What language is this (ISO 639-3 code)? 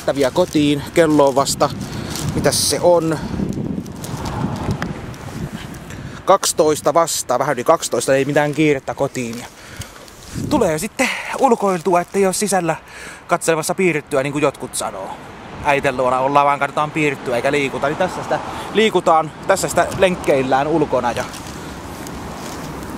fin